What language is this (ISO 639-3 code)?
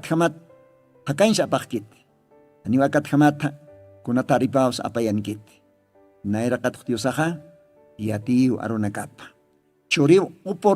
aym